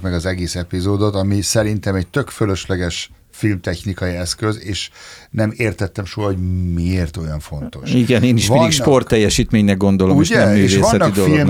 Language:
Hungarian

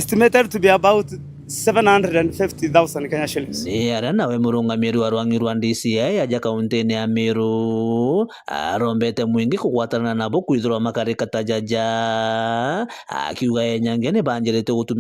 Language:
Meru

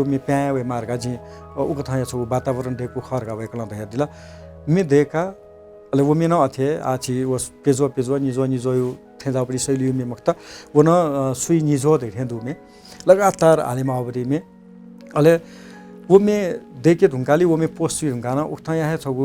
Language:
Newari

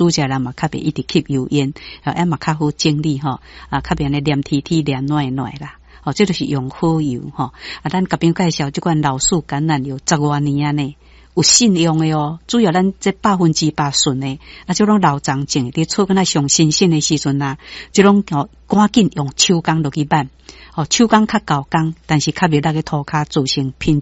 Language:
Min Nan Chinese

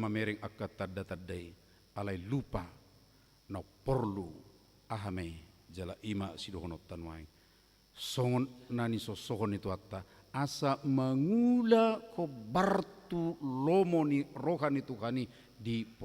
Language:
Batak Toba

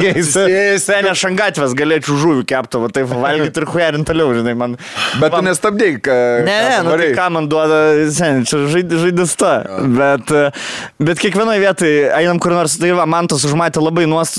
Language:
Lithuanian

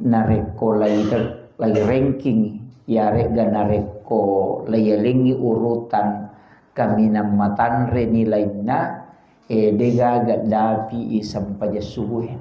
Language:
Buginese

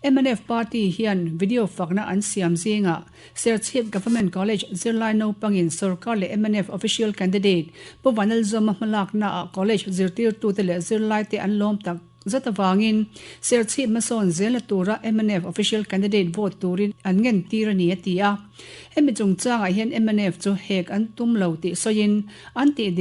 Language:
Mizo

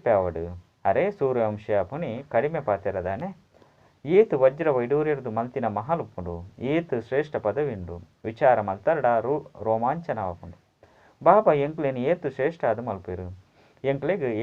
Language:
Tulu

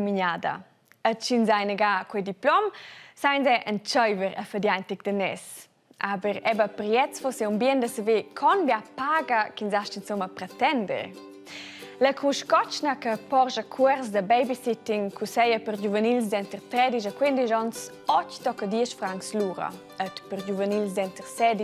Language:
Romansh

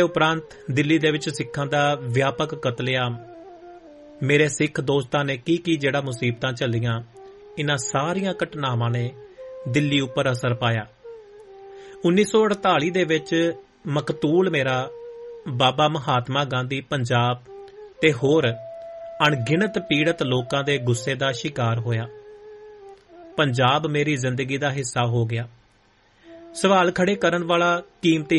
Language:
Punjabi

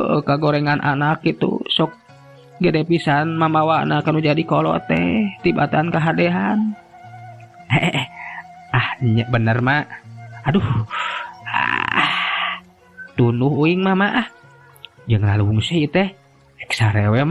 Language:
Sundanese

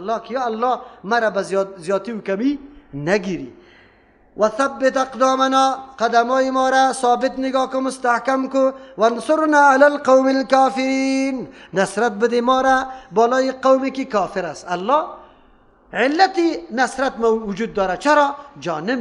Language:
Persian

